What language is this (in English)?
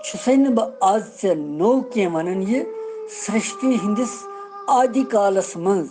Kashmiri